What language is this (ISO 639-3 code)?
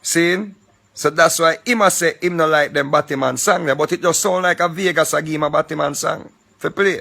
jam